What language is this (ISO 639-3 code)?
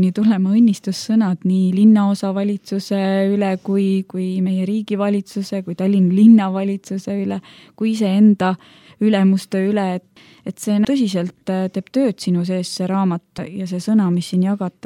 est